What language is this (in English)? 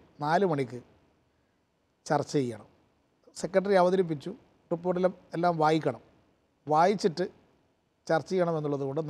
Malayalam